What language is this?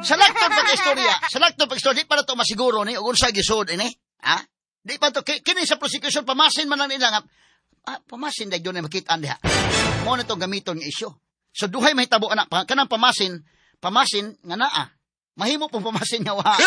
Cebuano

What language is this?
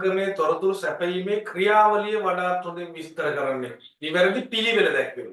Sinhala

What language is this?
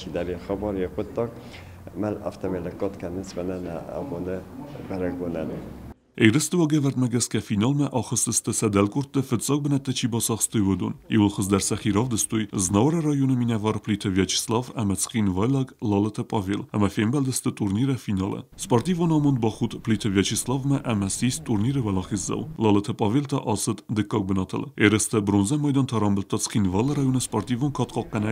Ossetic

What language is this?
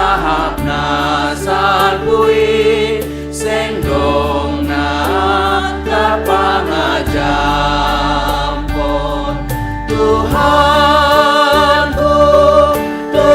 Batak Simalungun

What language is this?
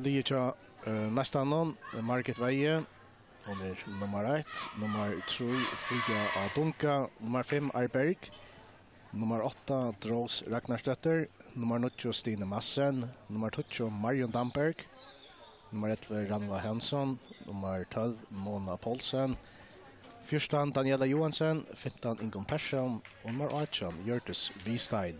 Faroese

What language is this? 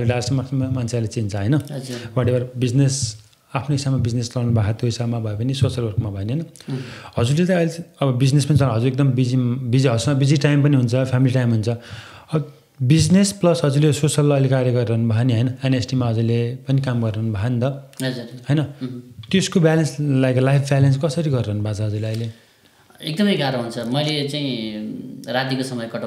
Nepali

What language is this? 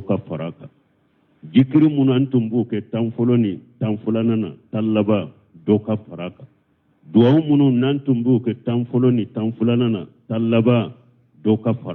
Bambara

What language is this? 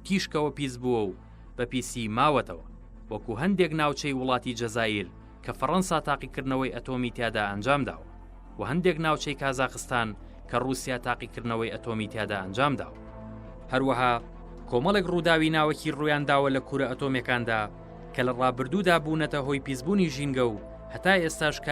Central Kurdish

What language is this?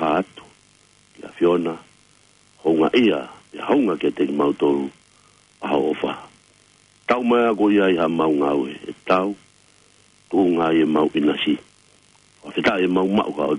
Tongan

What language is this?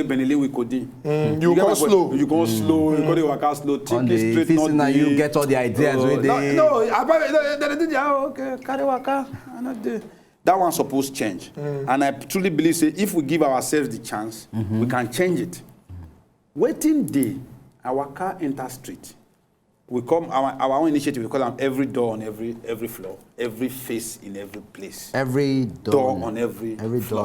Nigerian Pidgin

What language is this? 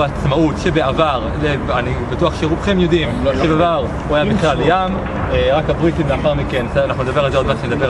Hebrew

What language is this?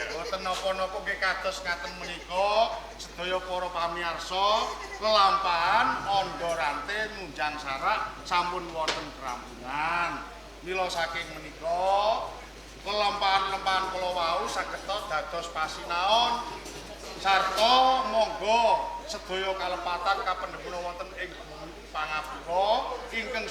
Javanese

